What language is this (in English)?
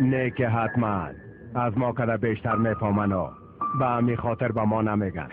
Tajik